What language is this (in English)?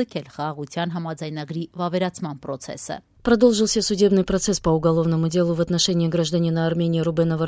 Armenian